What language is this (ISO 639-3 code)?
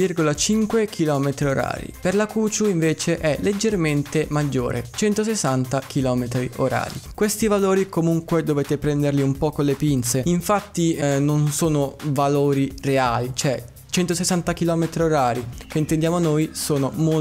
ita